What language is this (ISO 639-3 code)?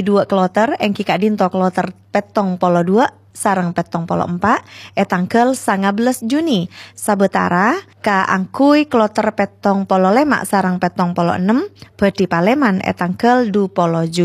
mad